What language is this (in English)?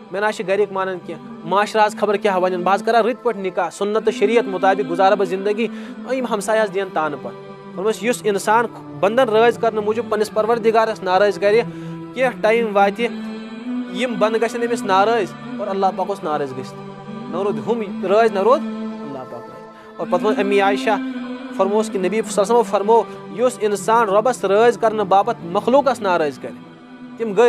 Kashmiri